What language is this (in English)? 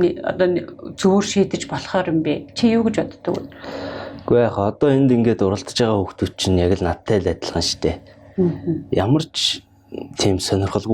Mongolian